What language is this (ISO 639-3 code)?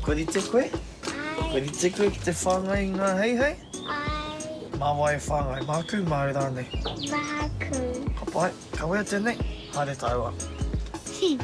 mri